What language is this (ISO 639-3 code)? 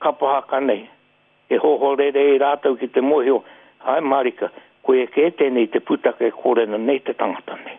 mri